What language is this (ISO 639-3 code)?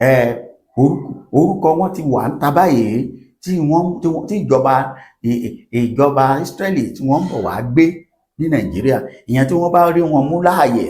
yor